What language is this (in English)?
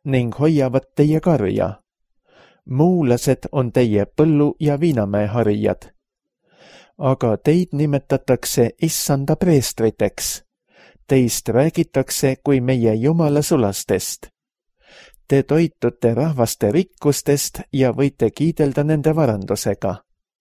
Estonian